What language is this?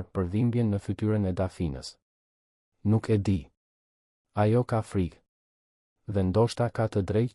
Albanian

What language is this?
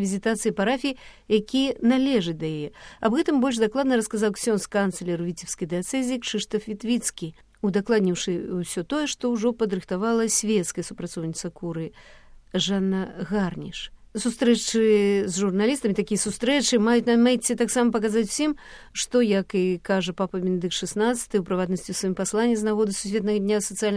Belarusian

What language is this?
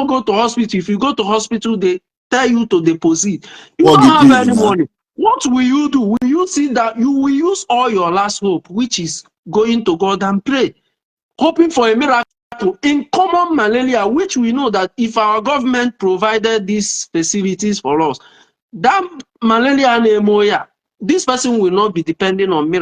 Igbo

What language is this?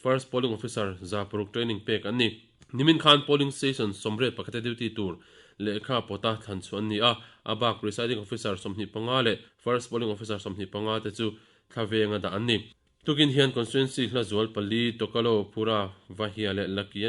Mizo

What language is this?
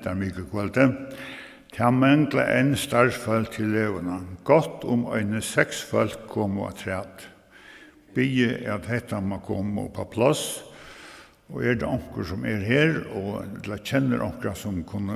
Faroese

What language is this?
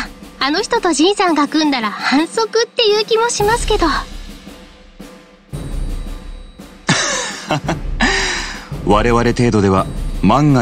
Japanese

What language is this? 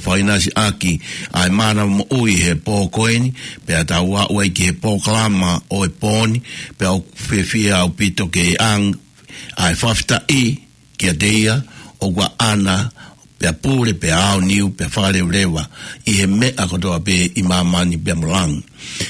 Tongan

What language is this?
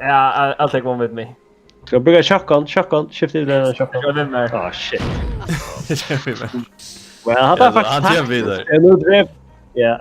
Faroese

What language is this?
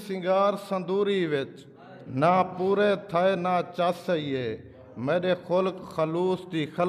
Saraiki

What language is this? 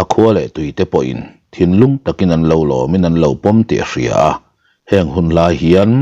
Mizo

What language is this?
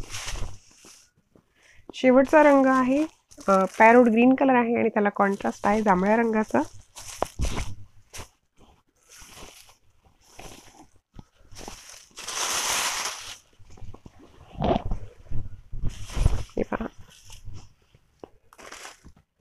Marathi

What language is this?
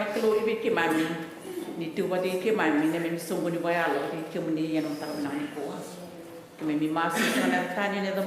Fijian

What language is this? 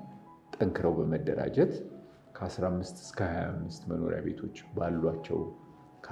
Amharic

